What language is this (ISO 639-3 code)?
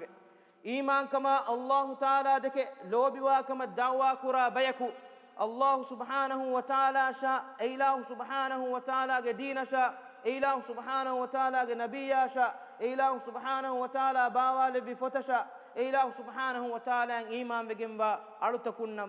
div